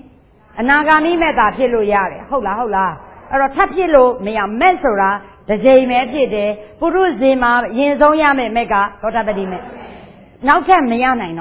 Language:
Burmese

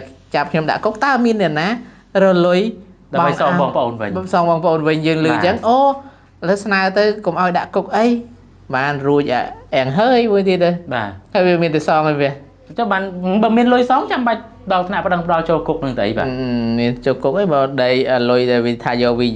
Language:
Khmer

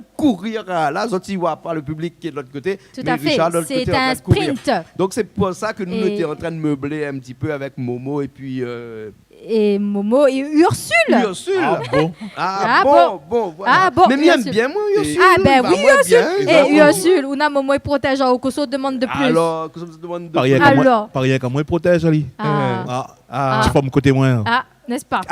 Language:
Réunion Creole French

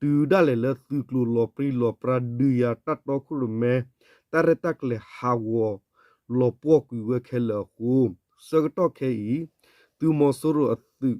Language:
S'gaw Karen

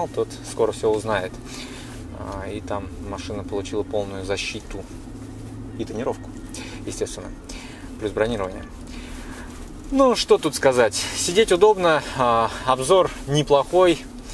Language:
Russian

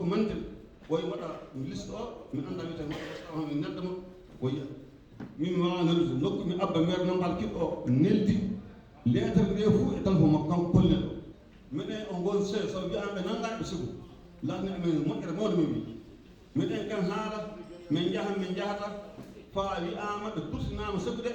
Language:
Fula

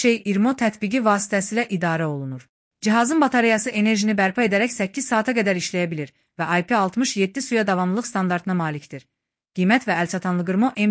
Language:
Azerbaijani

